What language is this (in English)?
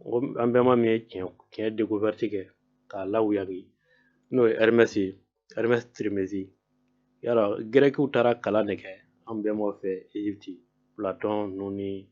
Bambara